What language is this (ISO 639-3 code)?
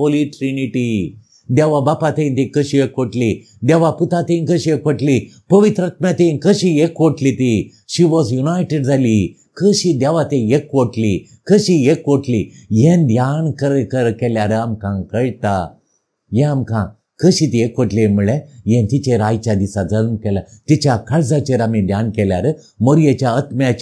kok